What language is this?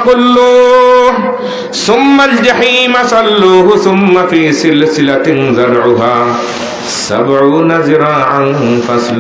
Sylheti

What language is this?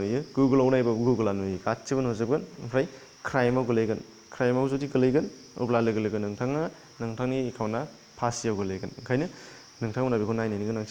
Bodo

